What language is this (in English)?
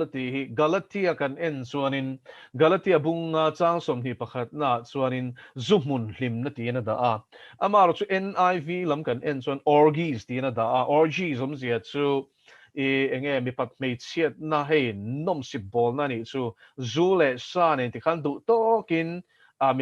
Mizo